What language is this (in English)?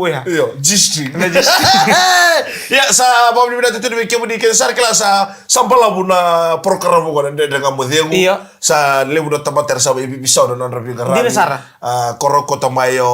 Fijian